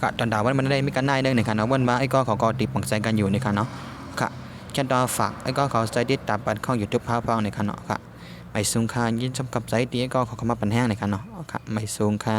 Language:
Shan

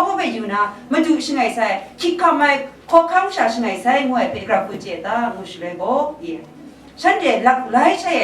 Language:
Kachin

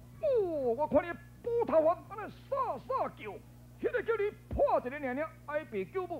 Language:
Min Nan Chinese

